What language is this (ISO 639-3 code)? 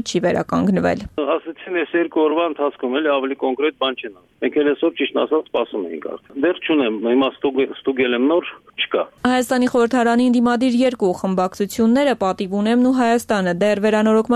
hye